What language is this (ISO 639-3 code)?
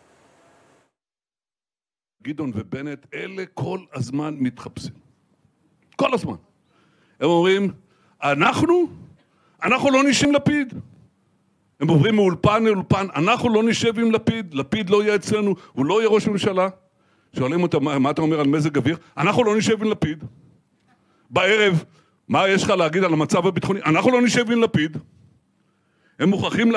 heb